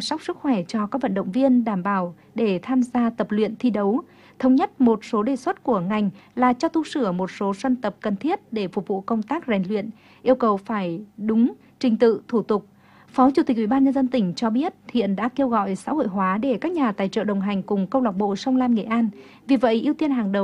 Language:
Vietnamese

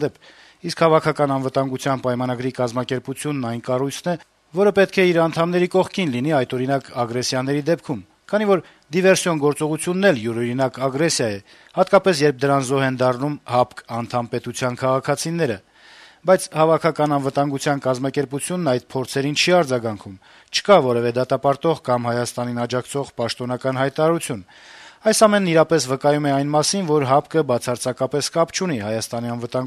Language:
Armenian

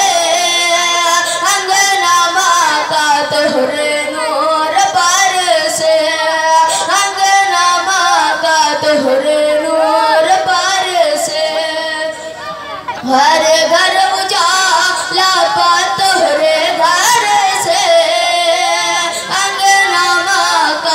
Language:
Bhojpuri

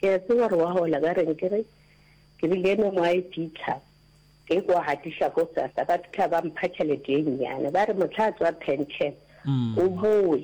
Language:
Northern Sotho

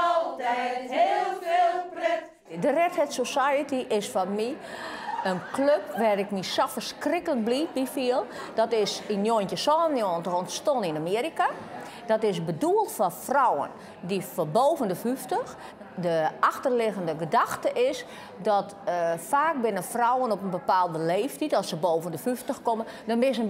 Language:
Western Frisian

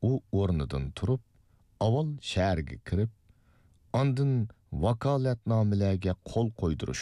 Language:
Uyghur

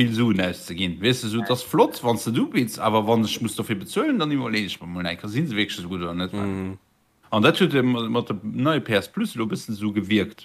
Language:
Luxembourgish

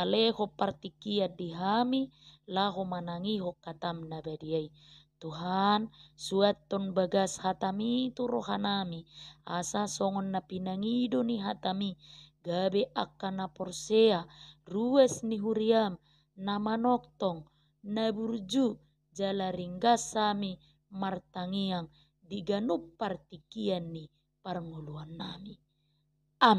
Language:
Batak Toba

